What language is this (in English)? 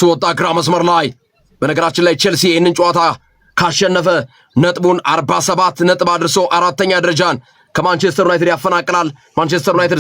Amharic